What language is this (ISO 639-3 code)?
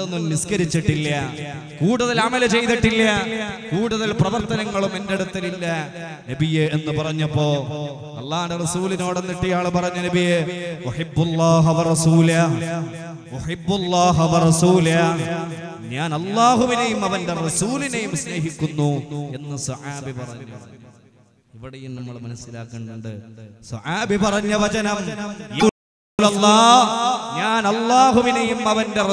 mal